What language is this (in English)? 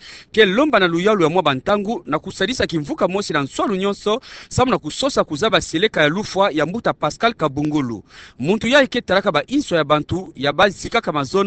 Kituba (Democratic Republic of Congo)